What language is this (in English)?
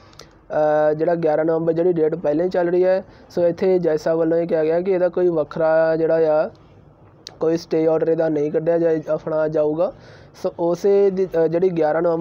Punjabi